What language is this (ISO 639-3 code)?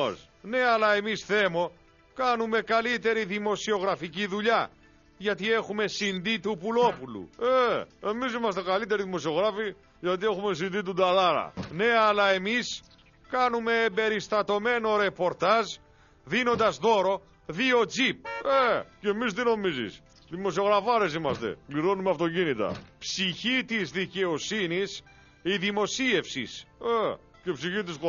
ell